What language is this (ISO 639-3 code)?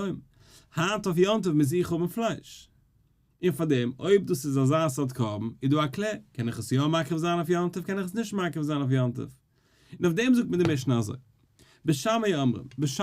yid